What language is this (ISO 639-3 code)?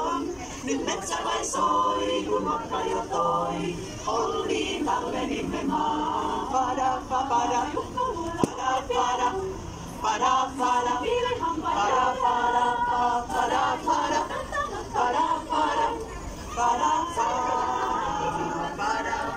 fin